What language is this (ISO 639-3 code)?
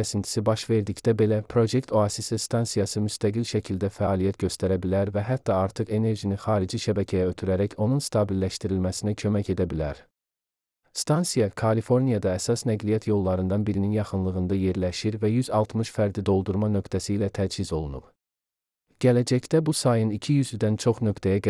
aze